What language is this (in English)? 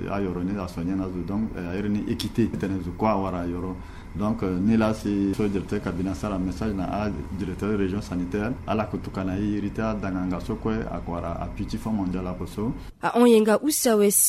Sango